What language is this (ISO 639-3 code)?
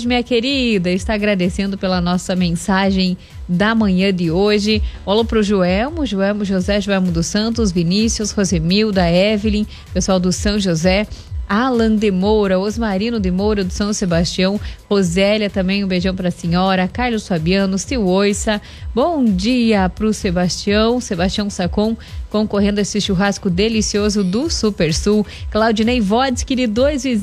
por